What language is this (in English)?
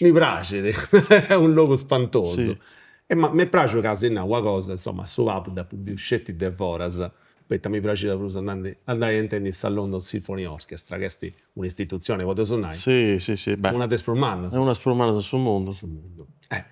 Sardinian